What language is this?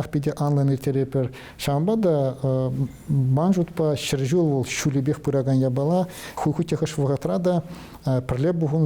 Chuvash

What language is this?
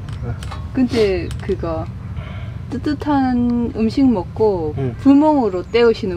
Korean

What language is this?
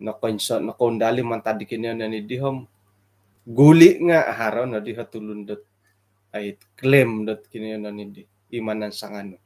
Central Dusun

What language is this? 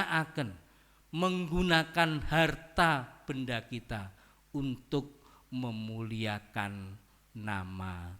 Javanese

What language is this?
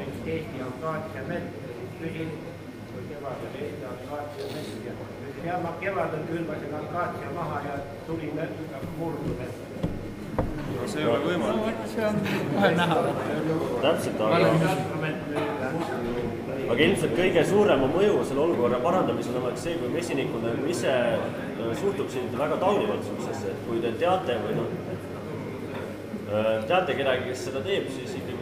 Estonian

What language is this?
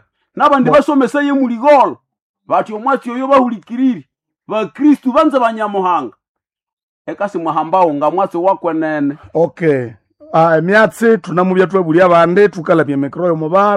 Nande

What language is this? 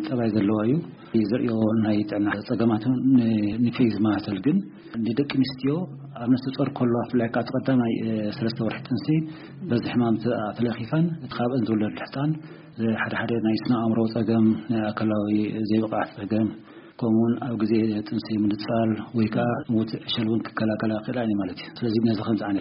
Tigrinya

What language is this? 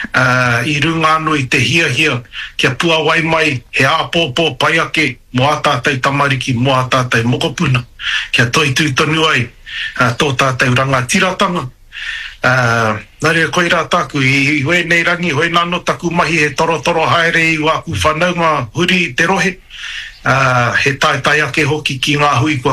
Māori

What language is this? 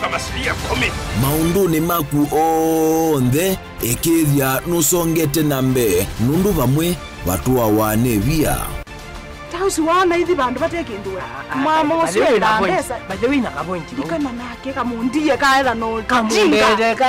Kamba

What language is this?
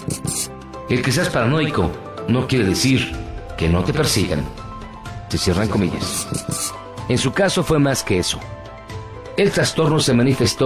Spanish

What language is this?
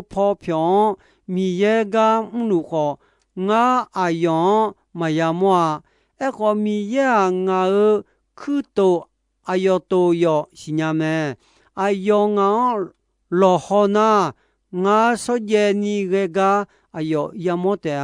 Akha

